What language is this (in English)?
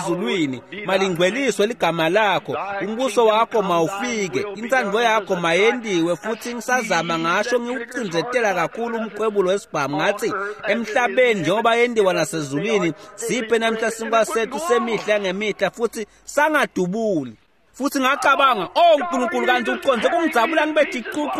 Swati